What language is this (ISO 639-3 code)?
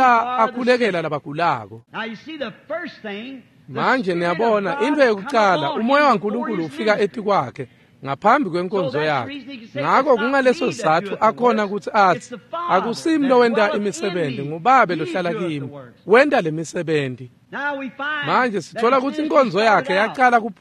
ssw